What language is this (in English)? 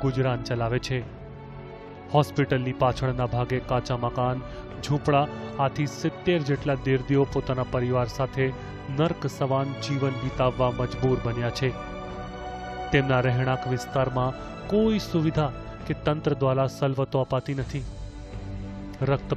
Gujarati